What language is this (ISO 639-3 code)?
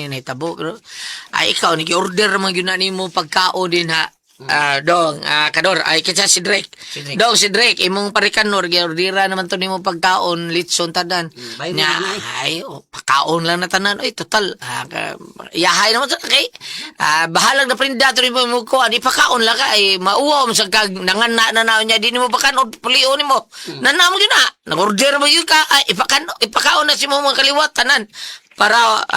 ceb